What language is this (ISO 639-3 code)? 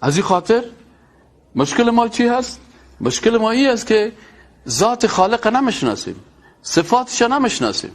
fas